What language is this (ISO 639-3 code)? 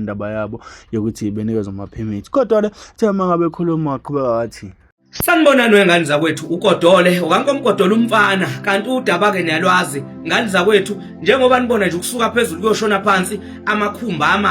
zul